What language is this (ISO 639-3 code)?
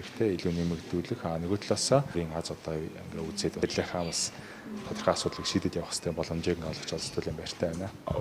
mon